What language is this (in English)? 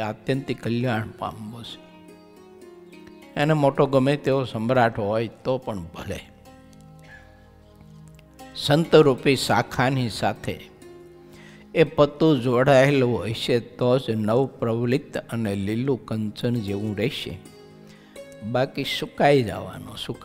Gujarati